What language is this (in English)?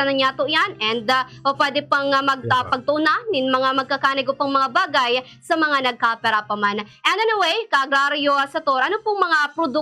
Bikol